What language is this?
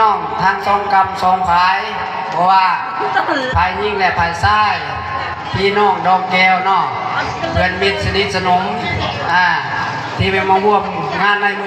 Lao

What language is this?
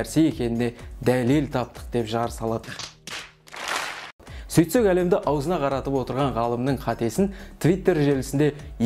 Kazakh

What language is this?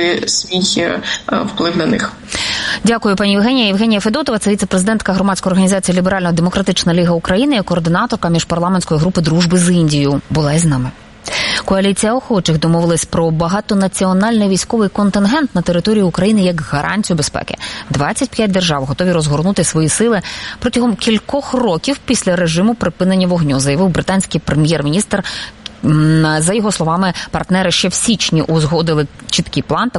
Ukrainian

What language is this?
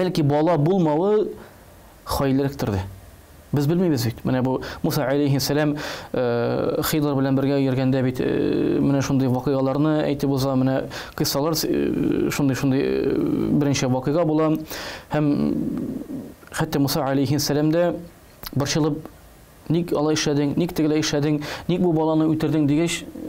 Tatar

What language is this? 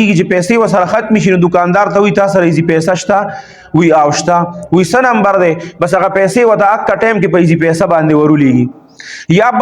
Pashto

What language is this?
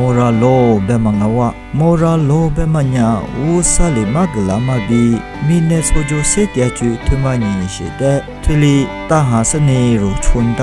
Lisu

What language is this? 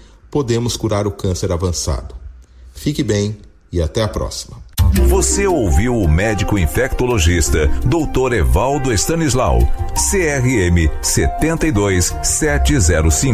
Portuguese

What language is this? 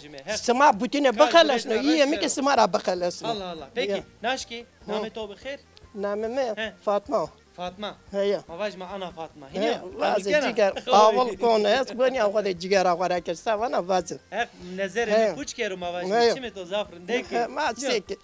Zaza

